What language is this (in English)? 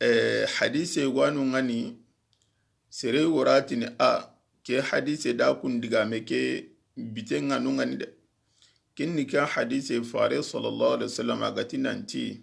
Soninke